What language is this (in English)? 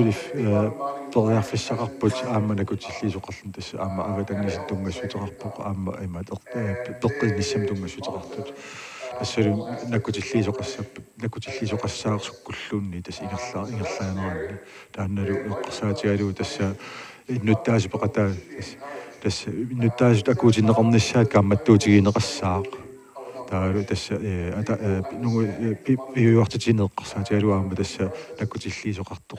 Kalaallisut